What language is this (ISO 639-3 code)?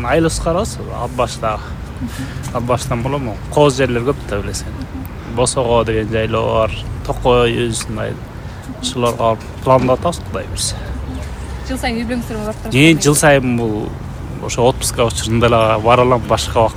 kir